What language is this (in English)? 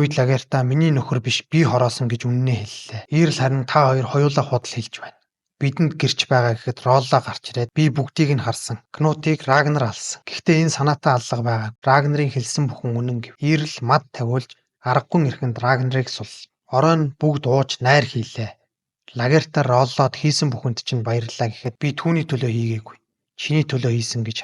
Mongolian